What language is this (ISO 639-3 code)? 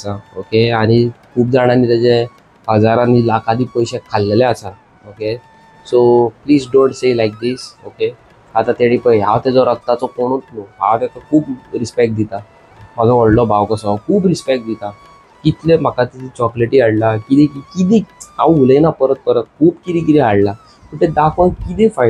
kok